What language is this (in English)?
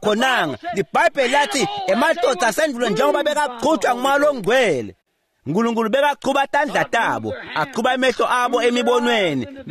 Swati